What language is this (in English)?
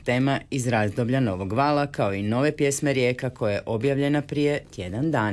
Croatian